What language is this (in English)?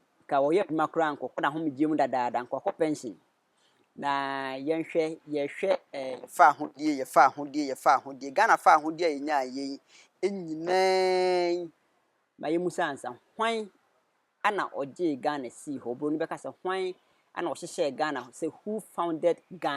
Akan